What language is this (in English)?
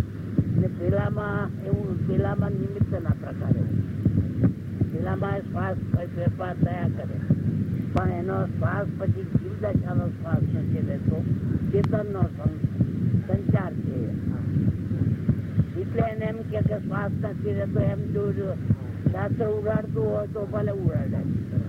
Gujarati